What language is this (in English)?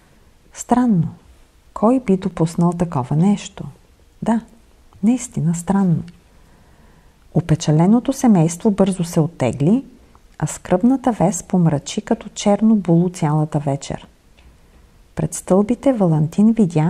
Bulgarian